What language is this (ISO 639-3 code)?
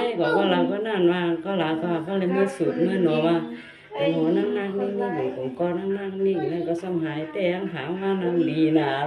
shn